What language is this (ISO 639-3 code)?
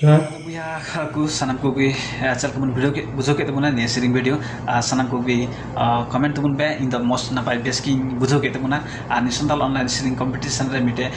sat